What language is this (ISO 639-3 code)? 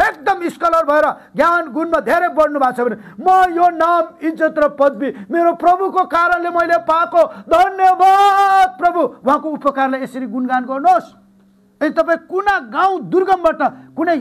nep